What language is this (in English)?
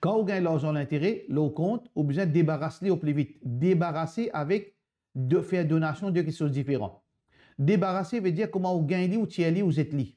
Morisyen